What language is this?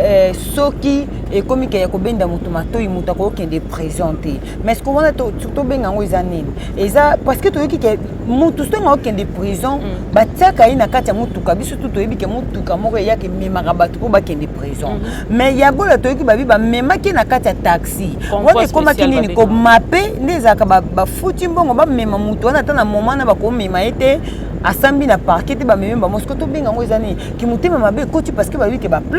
Lingala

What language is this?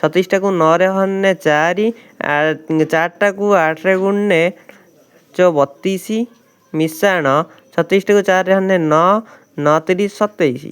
Odia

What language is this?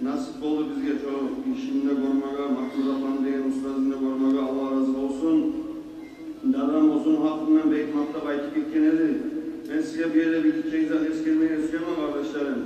Kumyk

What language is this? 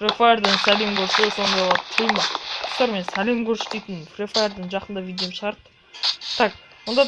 Kazakh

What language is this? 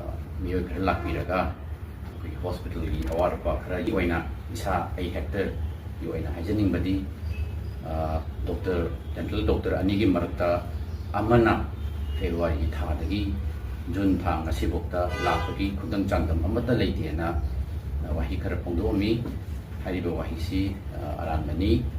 Manipuri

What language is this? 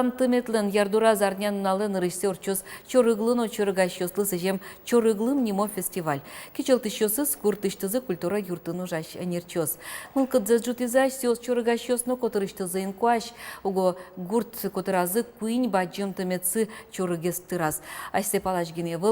Udmurt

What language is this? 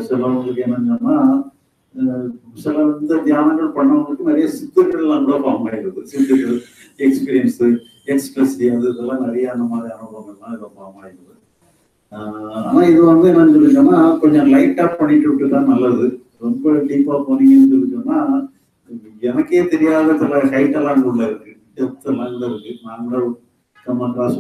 Tamil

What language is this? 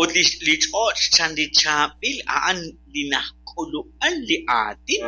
Kekchí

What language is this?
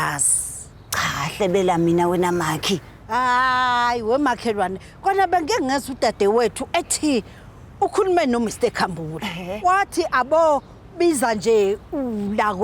Zulu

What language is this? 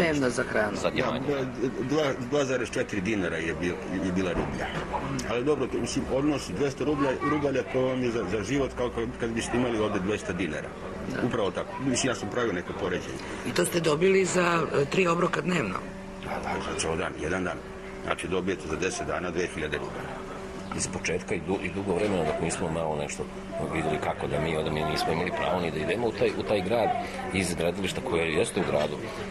Serbian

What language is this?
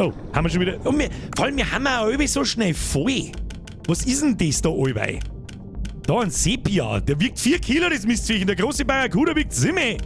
Bavarian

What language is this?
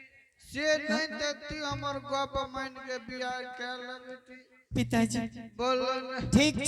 Angika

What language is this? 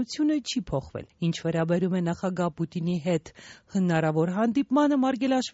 Armenian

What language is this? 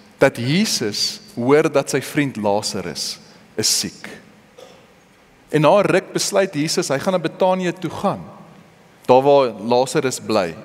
Afrikaans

